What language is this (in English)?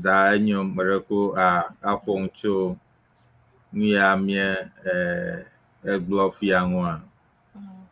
Ewe